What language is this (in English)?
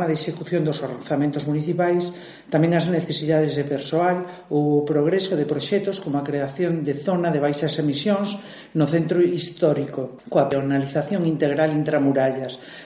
Galician